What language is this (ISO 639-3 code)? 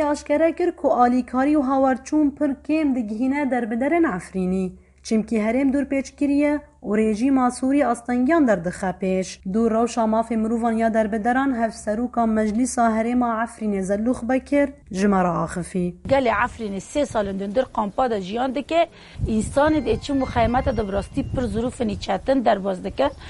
kur